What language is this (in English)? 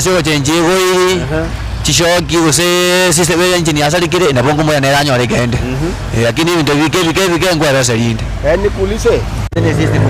Gusii